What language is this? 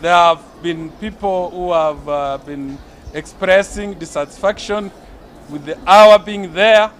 Gusii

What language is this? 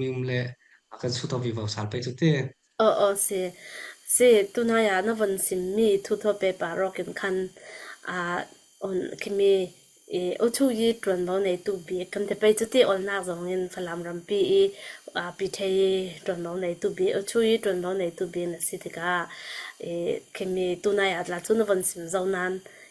Falam Chin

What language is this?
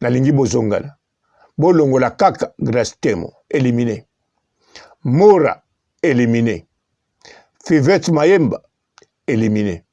Lingala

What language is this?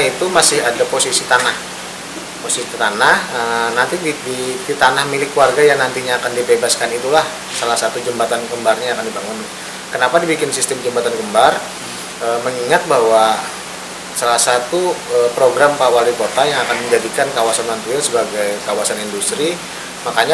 Banjar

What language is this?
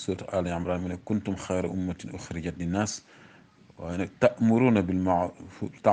Wolof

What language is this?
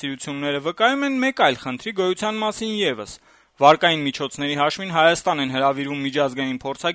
Armenian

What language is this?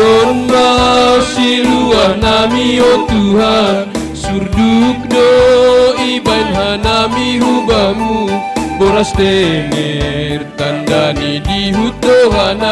Batak Simalungun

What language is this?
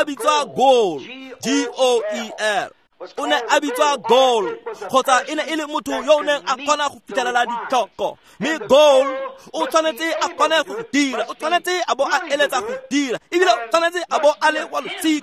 Tswana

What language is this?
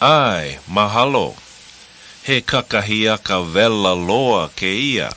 Hawaiian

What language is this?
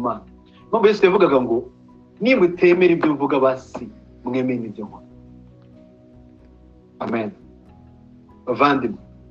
Kinyarwanda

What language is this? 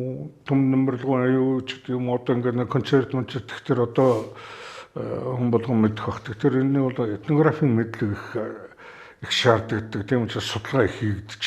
Mongolian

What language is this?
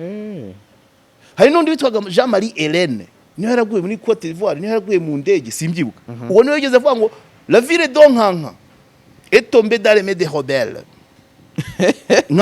Kinyarwanda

